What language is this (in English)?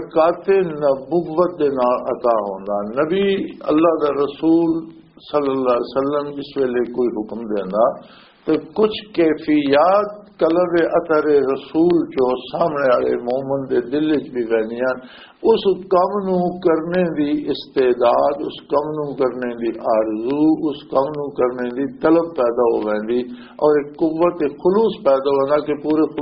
Western Panjabi